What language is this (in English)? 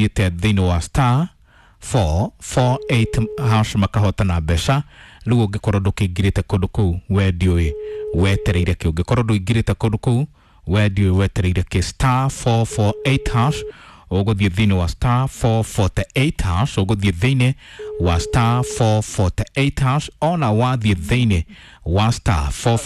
Kikuyu